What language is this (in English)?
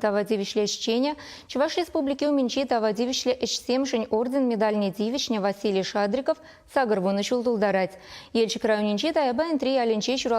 Chuvash